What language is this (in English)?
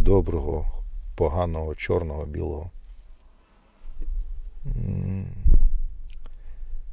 Ukrainian